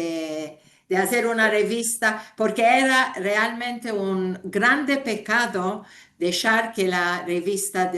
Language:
Ladino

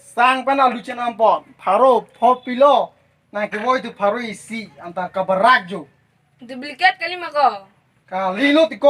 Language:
Karbi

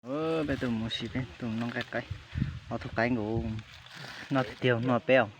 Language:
Hmong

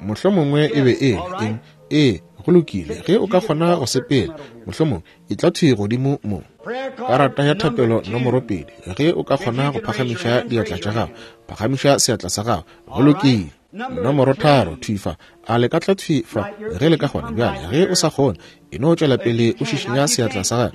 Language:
Northern Sotho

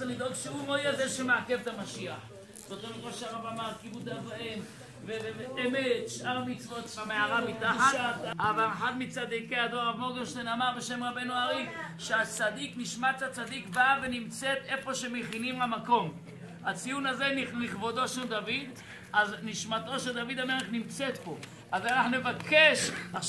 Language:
Hebrew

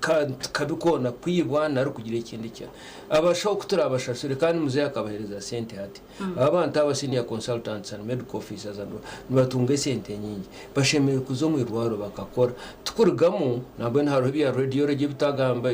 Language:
Nyankole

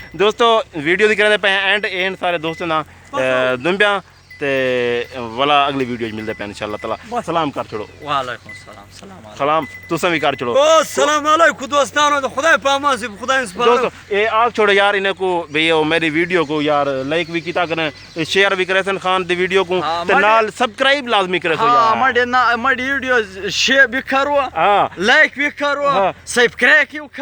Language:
Saraiki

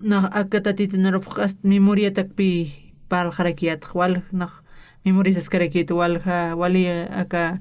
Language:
Aymara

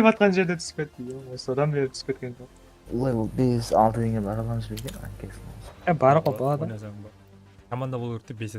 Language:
Kara-Kalpak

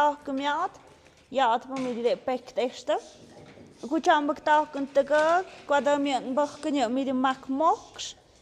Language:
Tlahuitoltepec Mixe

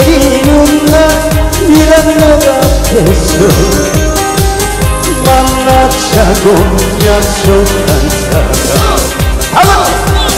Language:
Korean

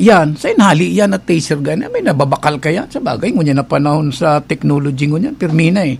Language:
Bikol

